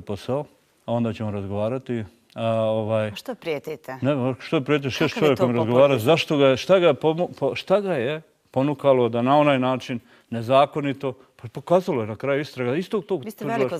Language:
Bosnian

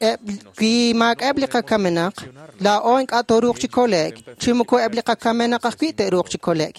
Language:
Kekchí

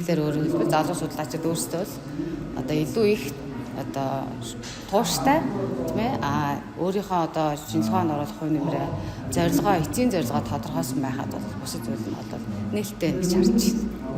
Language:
Mongolian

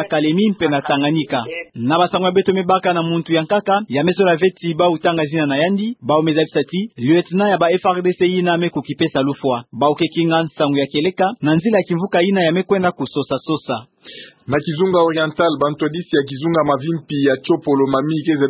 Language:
Kituba (Democratic Republic of Congo)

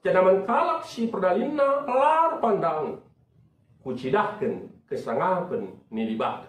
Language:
Batak Karo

